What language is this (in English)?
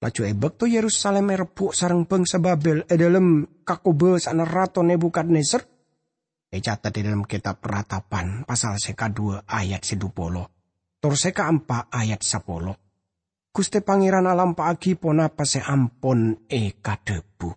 Madurese